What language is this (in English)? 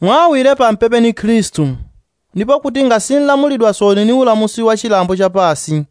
Yao